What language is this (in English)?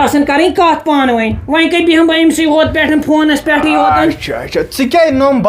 Kashmiri